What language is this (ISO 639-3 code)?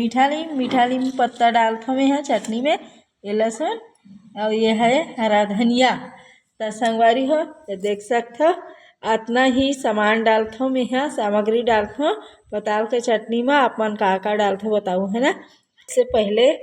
hne